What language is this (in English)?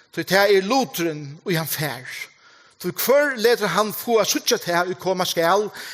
Faroese